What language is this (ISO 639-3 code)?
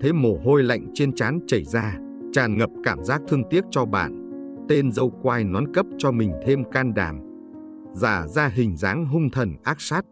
vie